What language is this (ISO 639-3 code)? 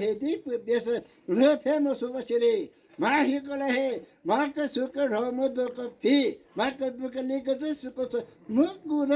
nri